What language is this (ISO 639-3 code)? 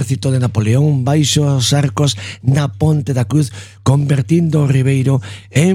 glg